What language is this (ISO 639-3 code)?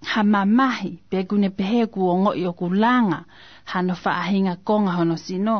ton